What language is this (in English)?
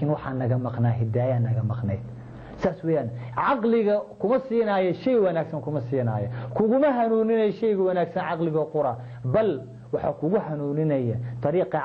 Somali